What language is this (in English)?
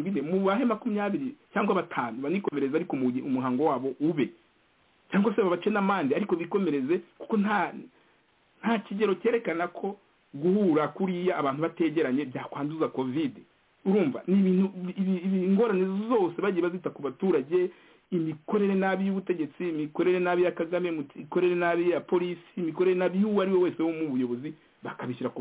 Kinyarwanda